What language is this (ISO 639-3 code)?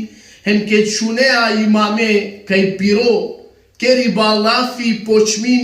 rmn